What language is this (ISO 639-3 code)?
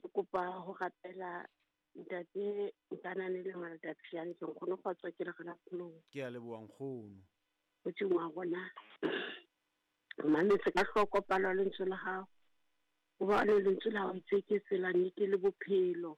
sot